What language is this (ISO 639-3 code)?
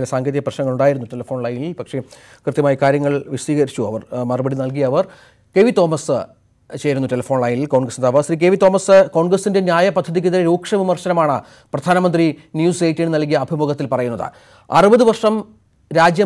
mal